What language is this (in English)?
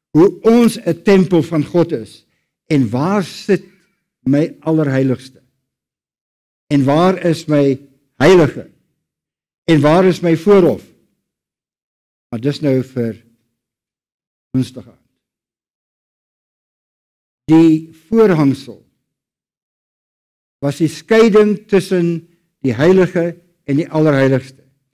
Afrikaans